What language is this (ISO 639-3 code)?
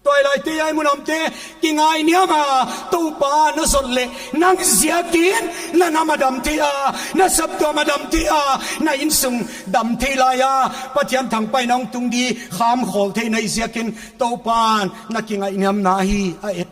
pck